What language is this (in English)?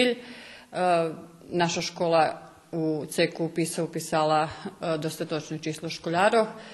Rusyn